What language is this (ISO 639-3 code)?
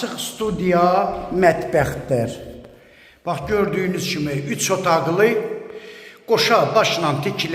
aze